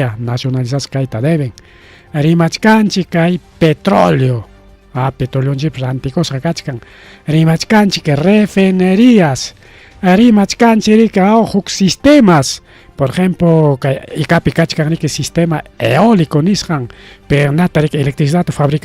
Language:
Ayacucho Quechua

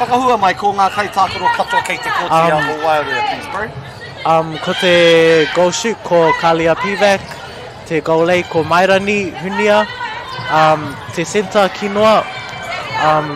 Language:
Māori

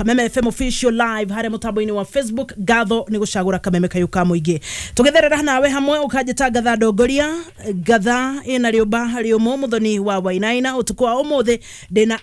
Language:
Kikuyu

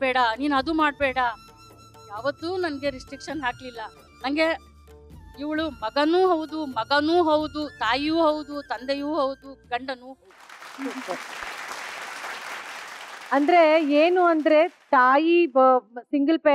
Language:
Kannada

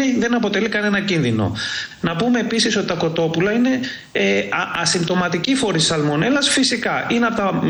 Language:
Greek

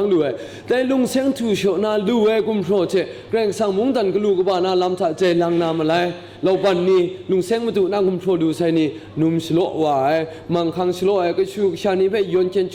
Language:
Kachin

